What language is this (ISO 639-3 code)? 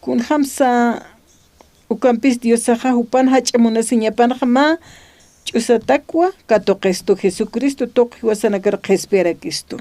aym